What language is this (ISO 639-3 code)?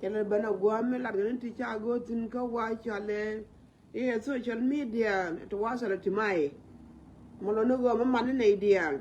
nus